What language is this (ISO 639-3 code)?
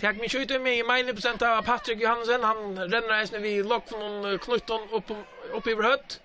fao